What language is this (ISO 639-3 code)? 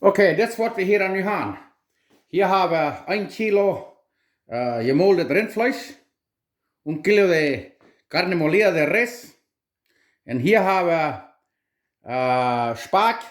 pdt